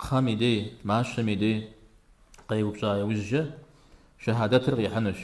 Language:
Kabardian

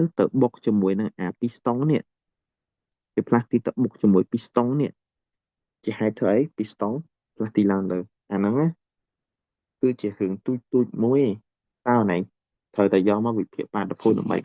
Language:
Khmer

